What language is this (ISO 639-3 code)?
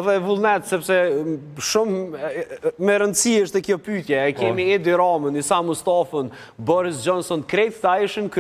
sqi